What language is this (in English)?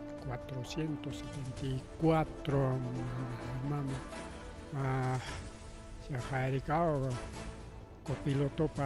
Ayacucho Quechua